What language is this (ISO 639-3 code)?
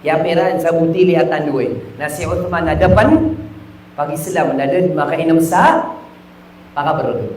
mrw